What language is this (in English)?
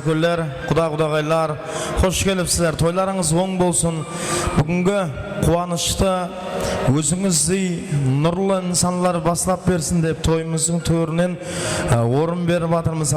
Kara-Kalpak